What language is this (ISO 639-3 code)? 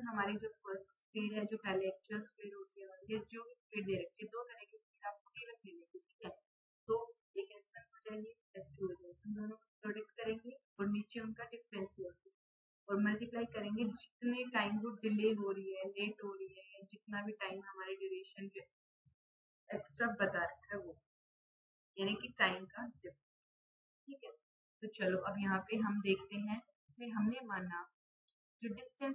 hin